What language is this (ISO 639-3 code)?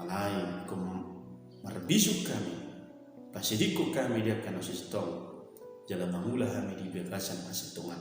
bbc